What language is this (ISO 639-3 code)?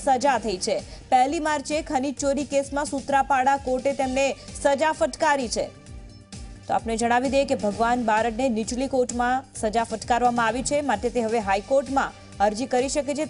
guj